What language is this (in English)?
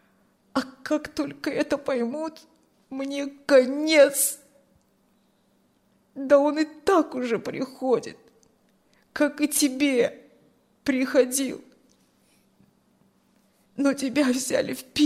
Russian